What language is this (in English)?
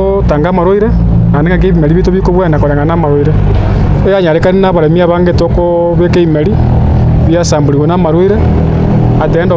Gusii